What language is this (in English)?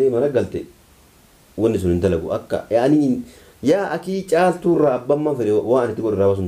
Oromo